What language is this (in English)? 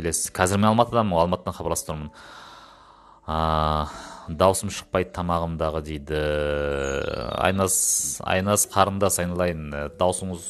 Kazakh